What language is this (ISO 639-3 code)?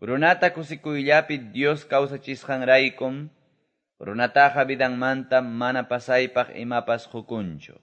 que